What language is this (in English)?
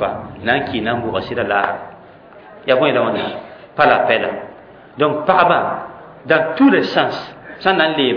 Mossi